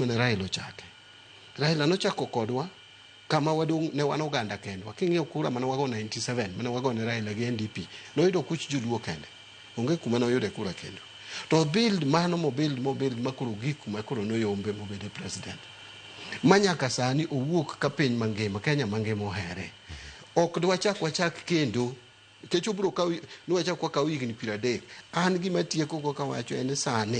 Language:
Luo (Kenya and Tanzania)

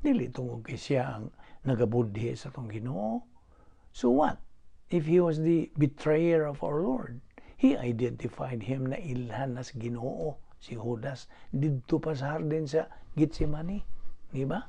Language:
Cebuano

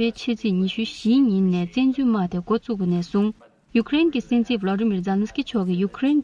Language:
Tibetan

